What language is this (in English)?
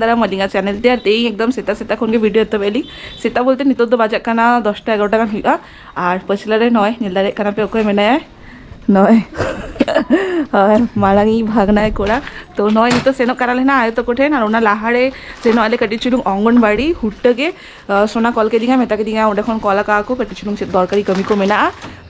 Santali